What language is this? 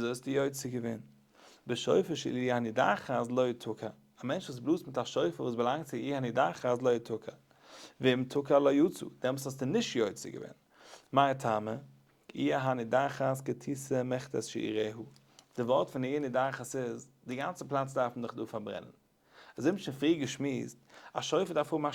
Yiddish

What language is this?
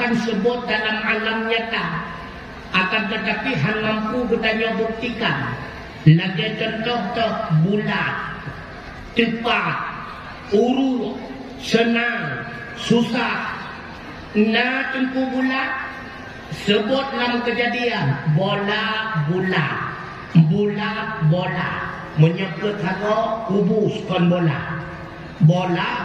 Achinese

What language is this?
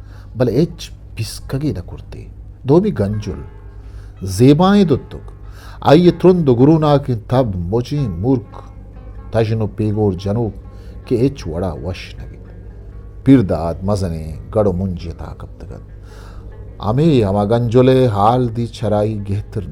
Eastern Balochi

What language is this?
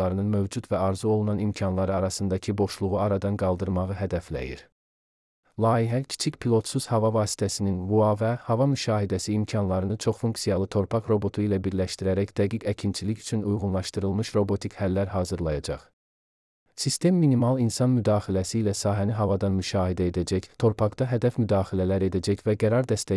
Azerbaijani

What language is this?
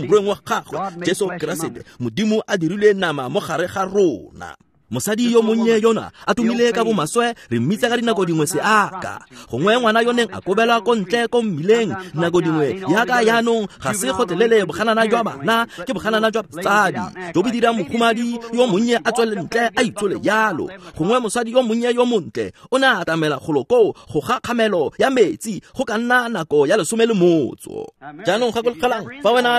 Tswana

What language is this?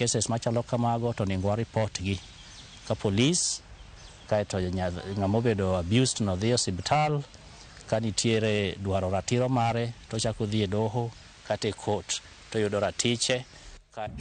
Luo (Kenya and Tanzania)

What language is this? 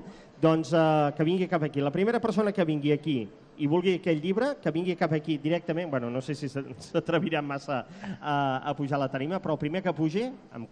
Catalan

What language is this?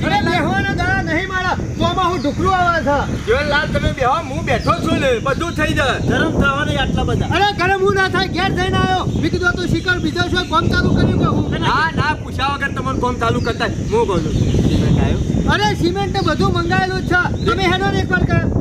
Gujarati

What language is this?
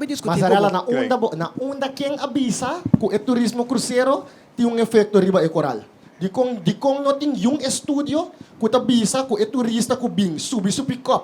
Papiamento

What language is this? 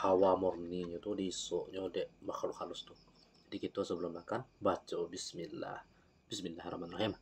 Minangkabau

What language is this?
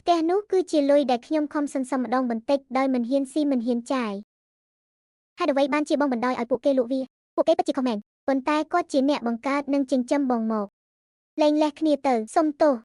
Khmer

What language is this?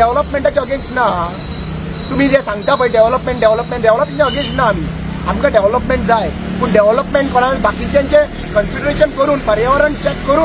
Konkani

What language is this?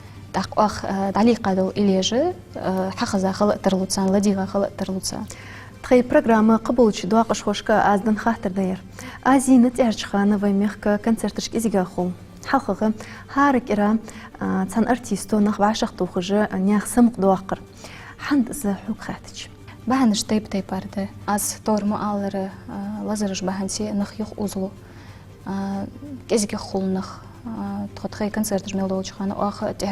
Ingush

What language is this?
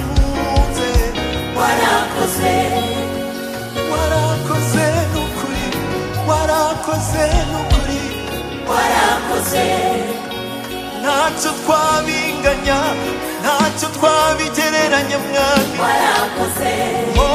Kinyarwanda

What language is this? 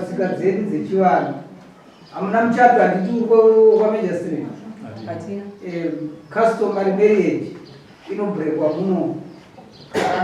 Shona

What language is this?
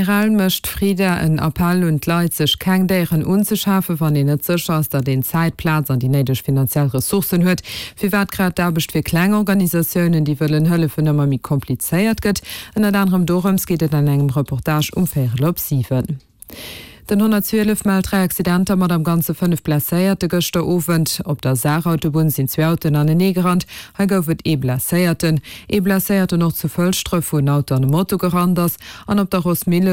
Luxembourgish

